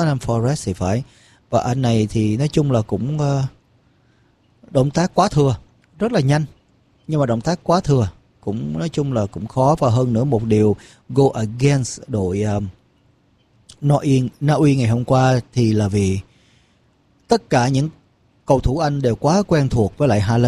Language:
Vietnamese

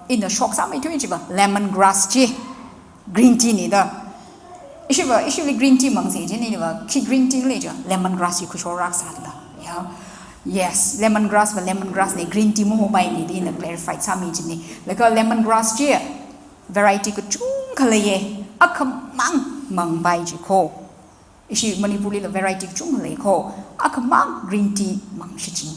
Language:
Tangkhul Naga (India)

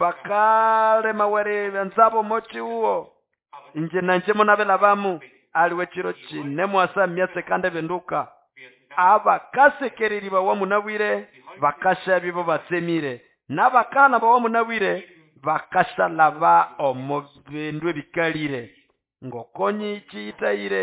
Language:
Nande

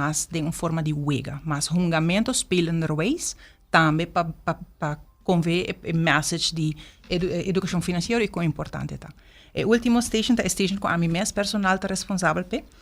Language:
Papiamento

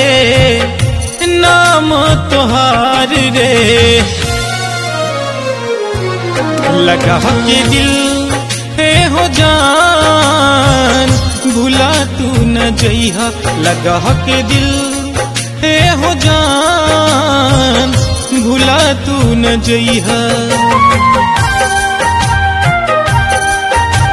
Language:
Bhojpuri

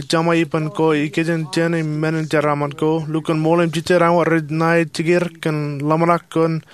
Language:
Marshallese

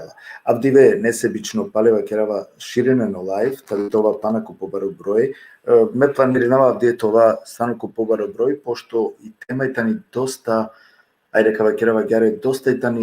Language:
Balkan Romani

